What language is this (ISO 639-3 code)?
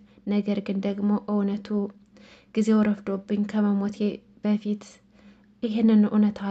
amh